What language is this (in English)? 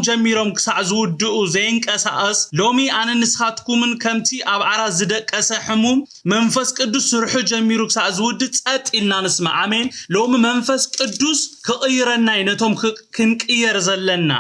Tigrinya